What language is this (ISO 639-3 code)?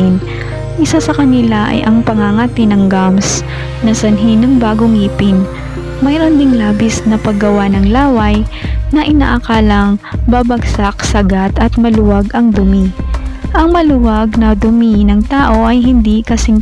fil